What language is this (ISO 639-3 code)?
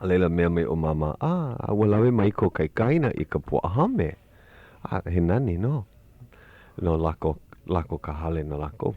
haw